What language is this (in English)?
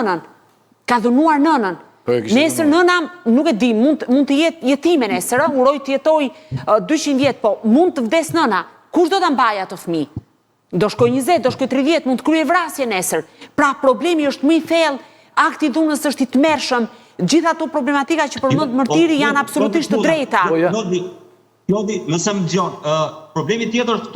Albanian